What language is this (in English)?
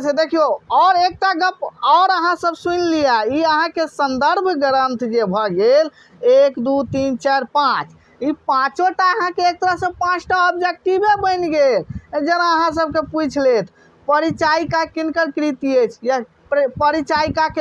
Maithili